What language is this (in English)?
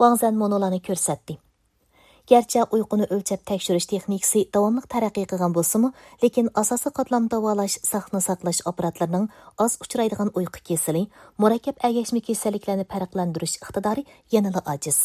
Uyghur